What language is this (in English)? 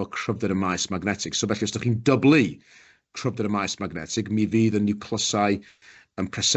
Welsh